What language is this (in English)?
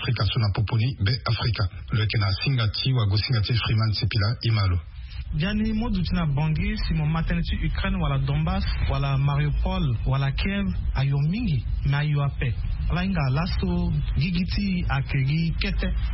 Sango